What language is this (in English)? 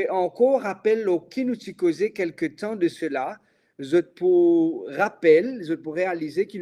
Morisyen